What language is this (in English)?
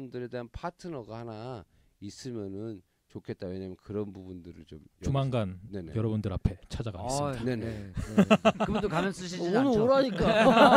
Korean